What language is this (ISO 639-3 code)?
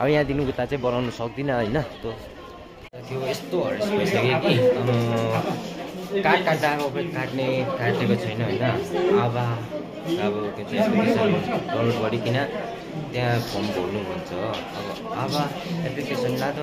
nep